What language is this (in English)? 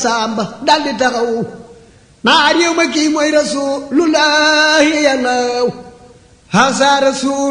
Wolof